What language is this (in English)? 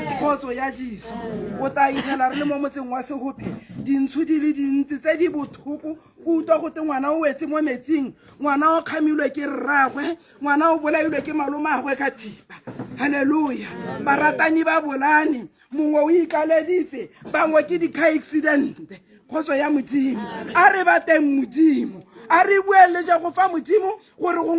Tswana